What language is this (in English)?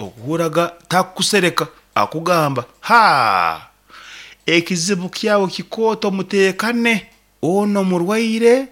Nyankole